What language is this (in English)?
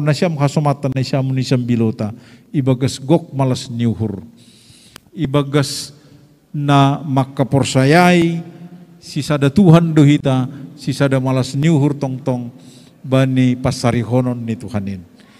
Batak Simalungun